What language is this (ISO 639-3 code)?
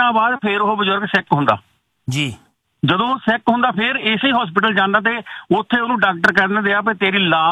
pan